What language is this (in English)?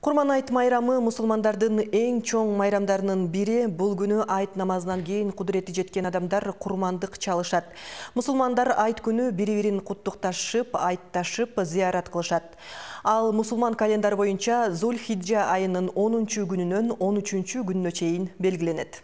Kyrgyz